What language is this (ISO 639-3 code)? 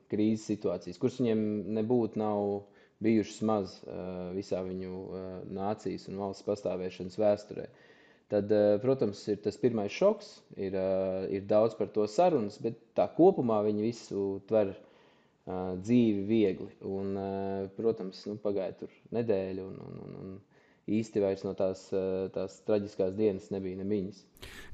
lav